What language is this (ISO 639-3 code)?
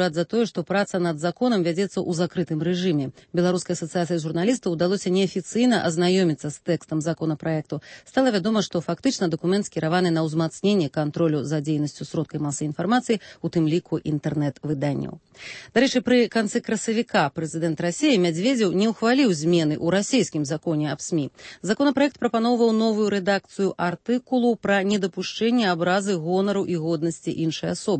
bel